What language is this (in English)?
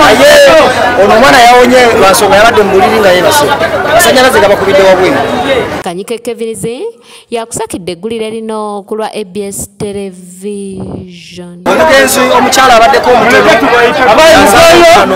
Ganda